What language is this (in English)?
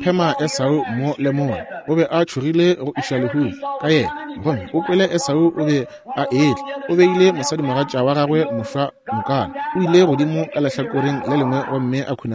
Northern Sotho